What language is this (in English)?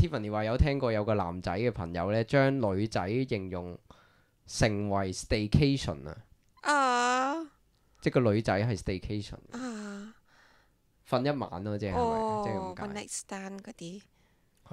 Cantonese